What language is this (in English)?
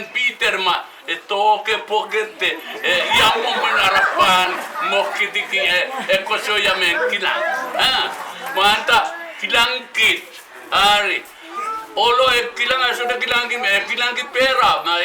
Pohnpeian